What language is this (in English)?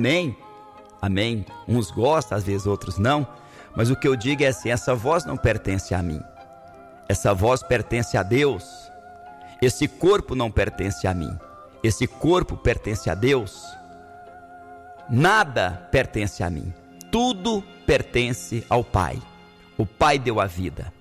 Portuguese